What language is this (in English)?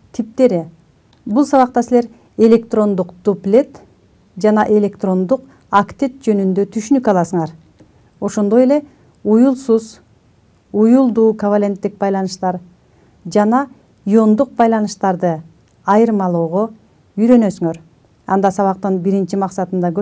Kyrgyz